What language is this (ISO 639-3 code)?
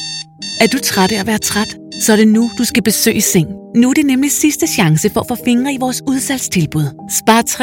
dan